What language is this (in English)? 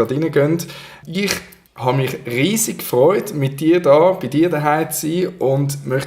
Swiss German